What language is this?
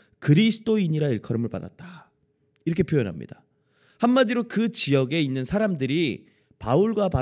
Korean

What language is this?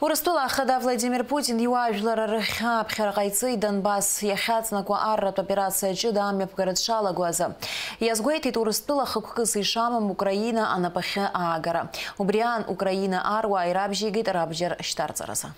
Abkhazian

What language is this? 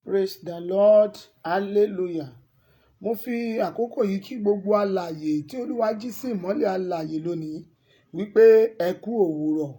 Yoruba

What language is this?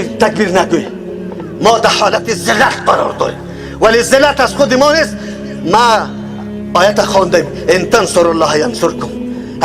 Persian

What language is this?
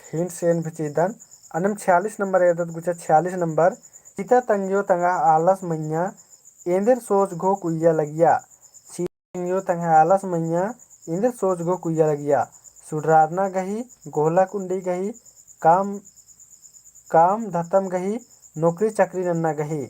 Kurukh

